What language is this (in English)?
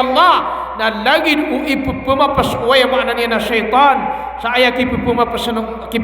Maranao